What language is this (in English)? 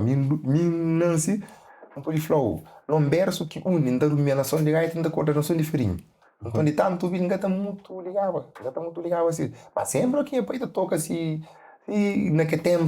Kabuverdianu